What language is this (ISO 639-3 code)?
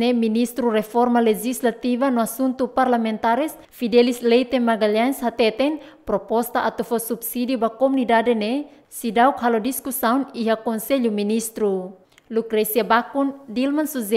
tet